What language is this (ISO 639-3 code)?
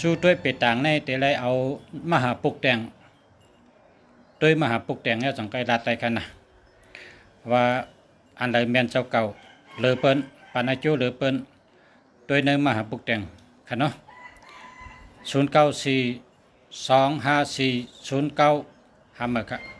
shn